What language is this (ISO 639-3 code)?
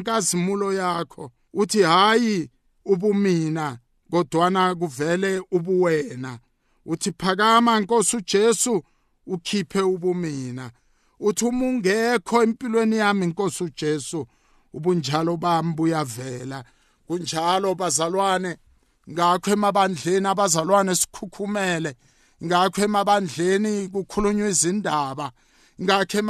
nbl